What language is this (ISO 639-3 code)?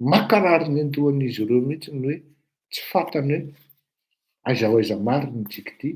mlg